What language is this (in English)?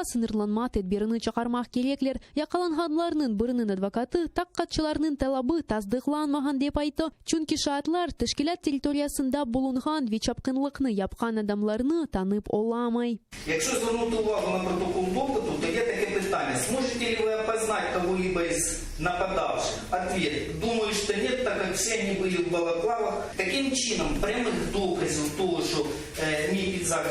Crimean Tatar